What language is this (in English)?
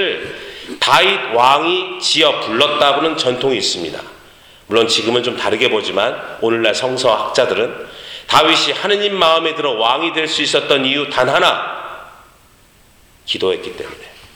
Korean